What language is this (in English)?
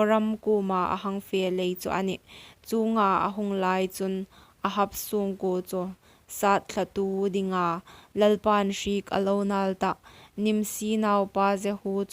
Hmar